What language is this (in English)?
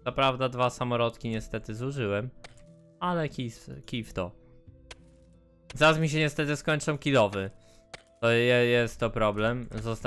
Polish